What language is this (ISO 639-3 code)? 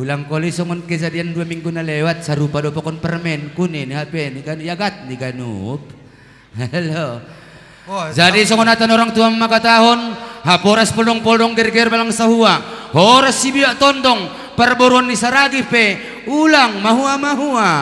bts